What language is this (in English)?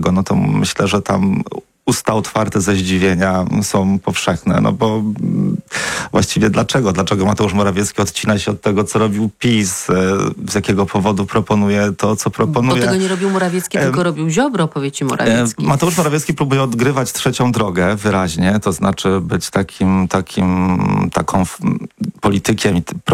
Polish